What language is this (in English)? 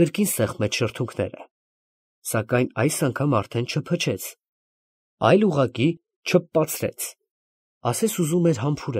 Armenian